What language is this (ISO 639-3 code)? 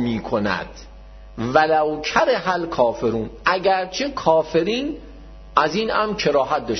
fas